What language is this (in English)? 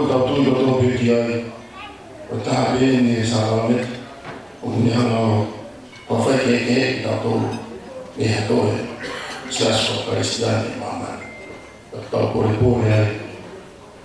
Tongan